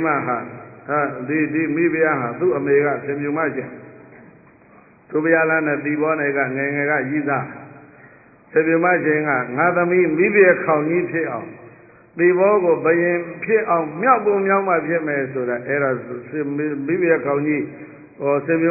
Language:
Burmese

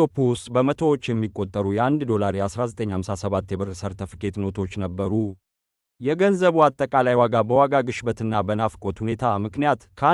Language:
Amharic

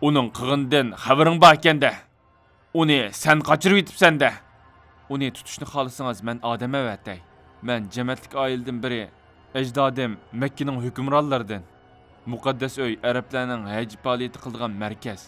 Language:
Uyghur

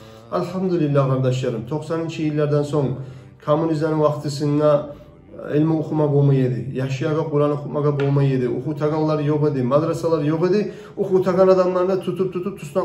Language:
Kumyk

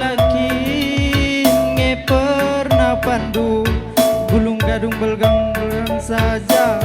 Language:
Batak Karo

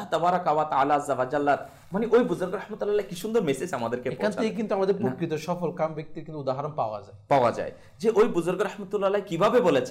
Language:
Bangla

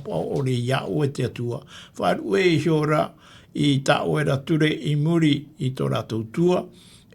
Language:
Tahitian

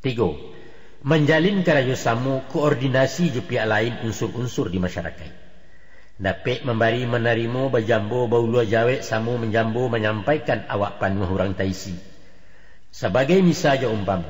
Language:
Minangkabau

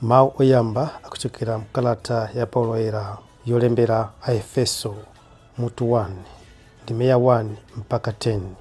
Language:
Nyanja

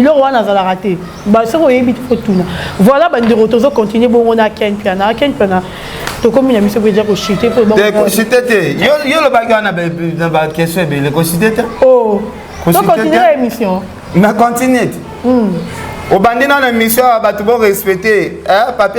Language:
Lingala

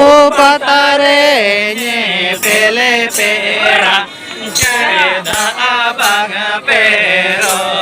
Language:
Santali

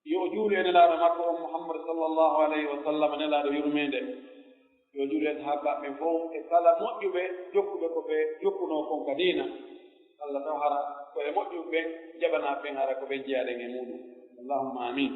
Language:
Pular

